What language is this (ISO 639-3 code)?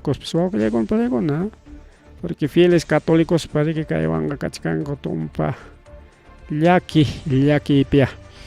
quy